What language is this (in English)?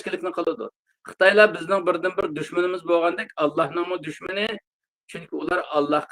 Uyghur